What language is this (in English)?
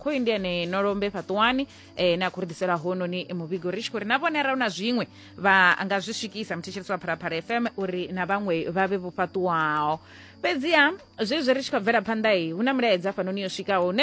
Venda